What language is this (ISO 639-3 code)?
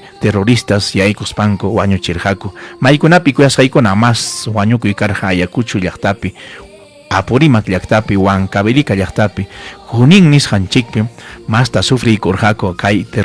quy